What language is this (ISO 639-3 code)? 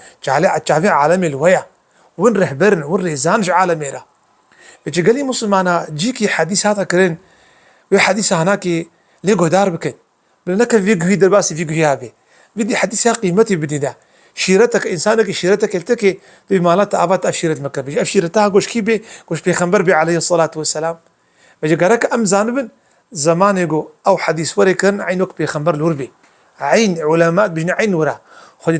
kur